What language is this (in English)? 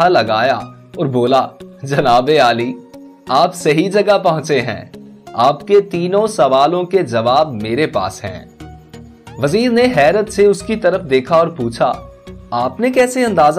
Urdu